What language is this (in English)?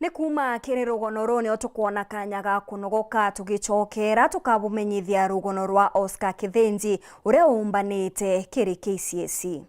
Meru